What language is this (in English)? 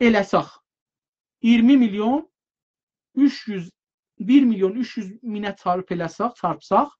South Azerbaijani